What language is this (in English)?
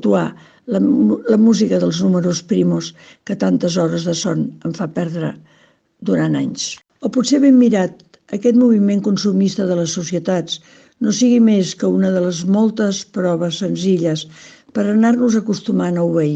Catalan